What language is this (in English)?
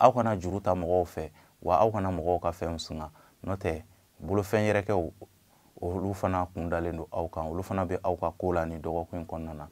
Bambara